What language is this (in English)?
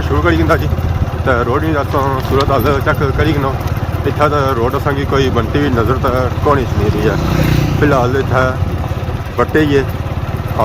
Pahari-Potwari